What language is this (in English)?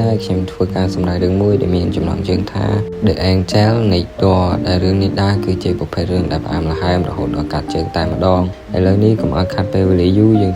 Khmer